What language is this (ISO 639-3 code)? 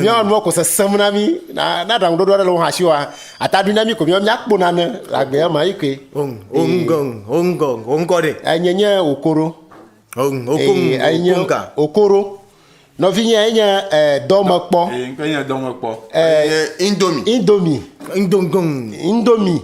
ewe